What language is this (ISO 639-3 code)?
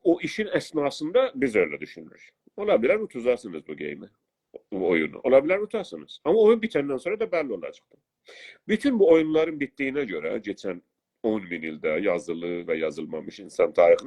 azb